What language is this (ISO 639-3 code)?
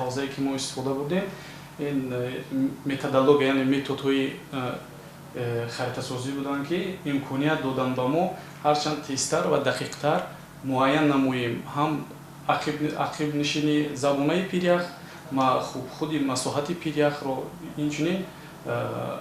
tgk